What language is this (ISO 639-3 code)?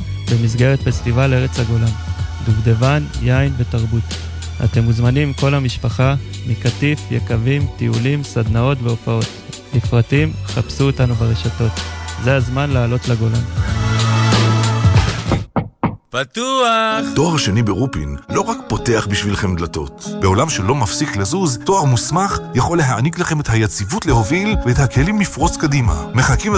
heb